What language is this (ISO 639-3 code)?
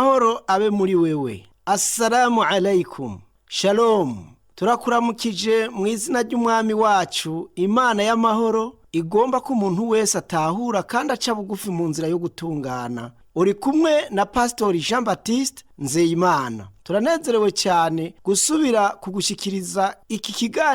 run